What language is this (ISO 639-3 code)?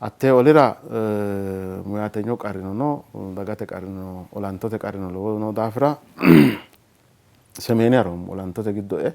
sid